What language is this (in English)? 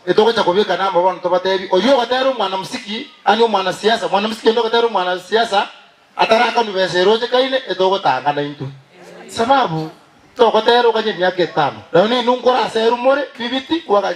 Gusii